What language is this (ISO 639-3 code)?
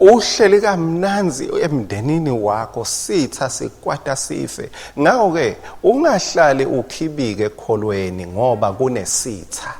ssw